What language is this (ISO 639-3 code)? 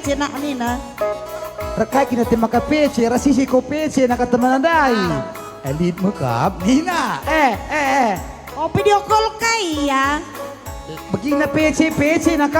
btx